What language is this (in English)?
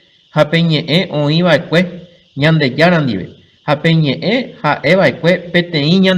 Guarani